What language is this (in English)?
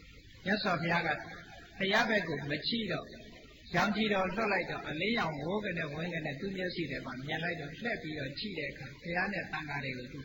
Burmese